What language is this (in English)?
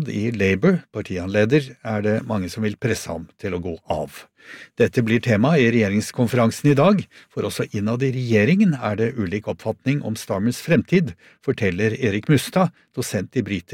Norwegian